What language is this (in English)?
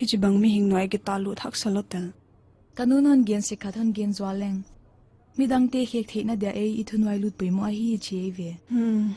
Paite Chin